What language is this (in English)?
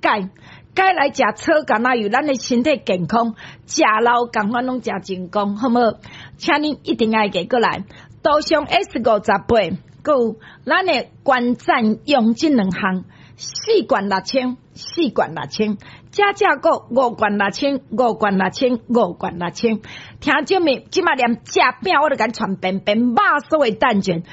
Min Nan Chinese